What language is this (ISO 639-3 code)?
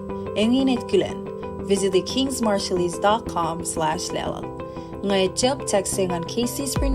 mah